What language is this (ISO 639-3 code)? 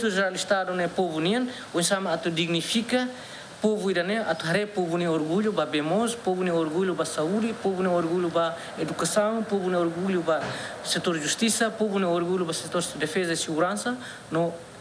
tet